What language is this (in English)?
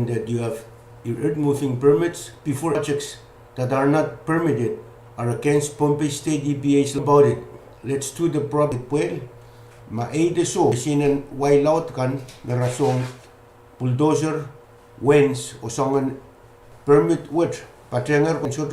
Pohnpeian